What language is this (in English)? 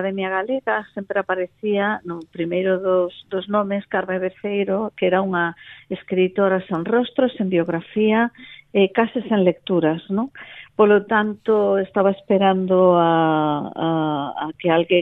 Galician